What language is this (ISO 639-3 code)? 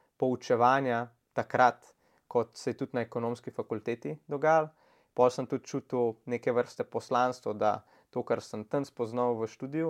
slv